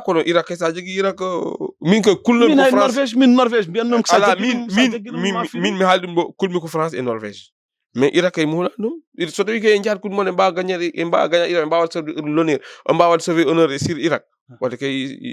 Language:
Fula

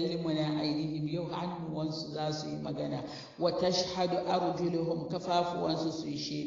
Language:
Hausa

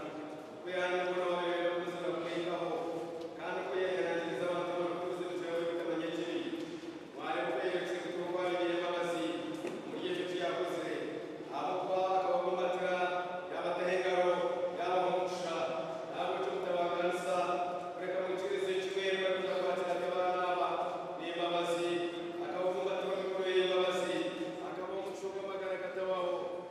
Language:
Nyankole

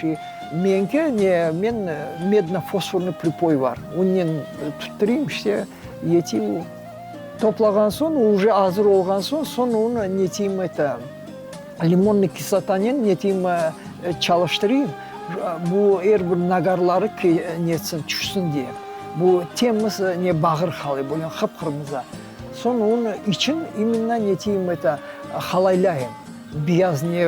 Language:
Crimean Tatar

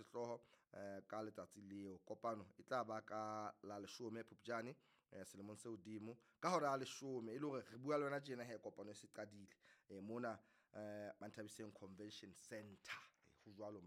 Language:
Southern Sotho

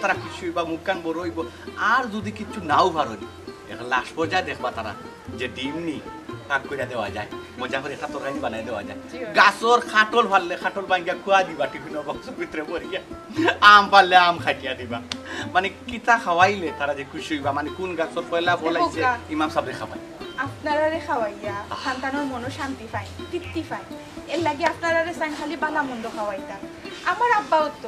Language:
Sylheti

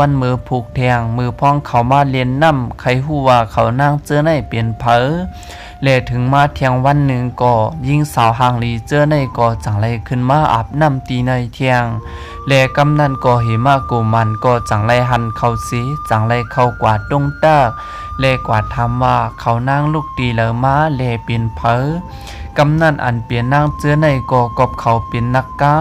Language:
Shan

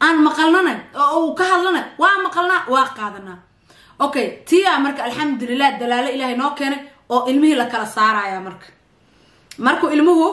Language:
Somali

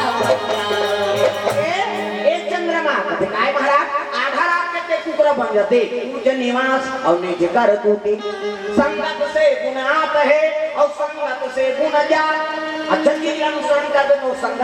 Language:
Chhattisgarhi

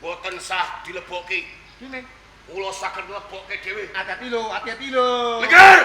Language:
Javanese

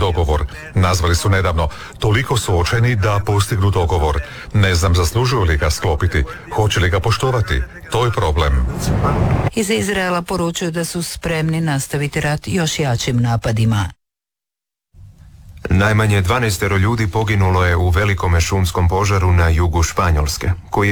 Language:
Croatian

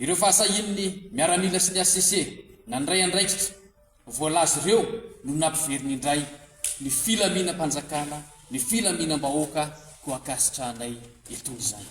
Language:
Malagasy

